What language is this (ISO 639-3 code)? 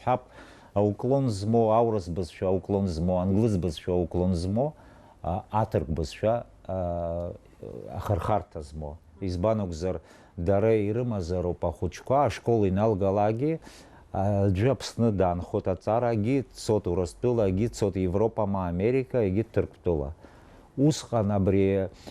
abk